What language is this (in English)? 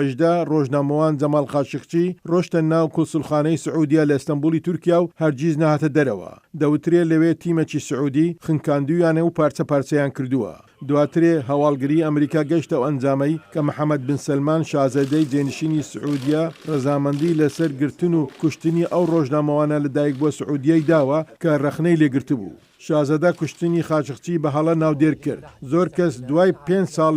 Central Kurdish